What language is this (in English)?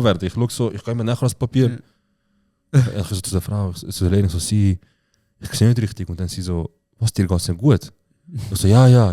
Swiss German